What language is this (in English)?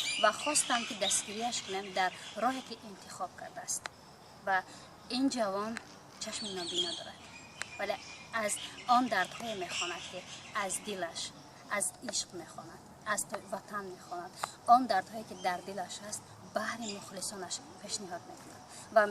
Tajik